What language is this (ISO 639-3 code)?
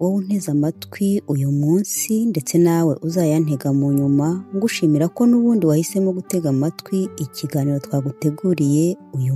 kin